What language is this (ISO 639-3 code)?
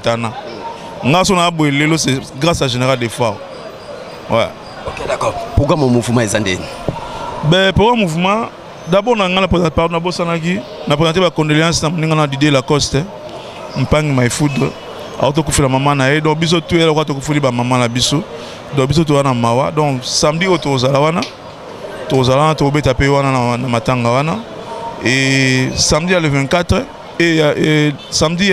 lin